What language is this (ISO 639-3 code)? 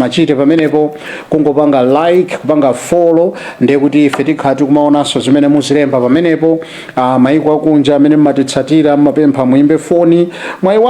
nya